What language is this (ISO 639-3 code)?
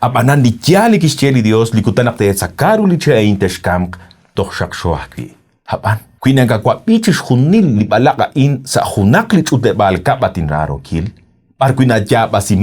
kek